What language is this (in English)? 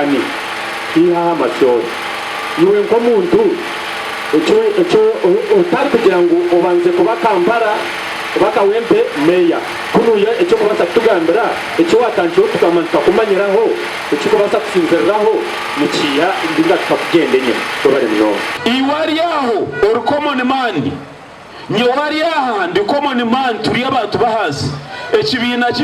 Nyankole